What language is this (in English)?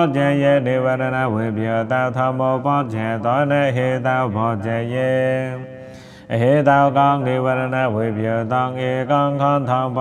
Pali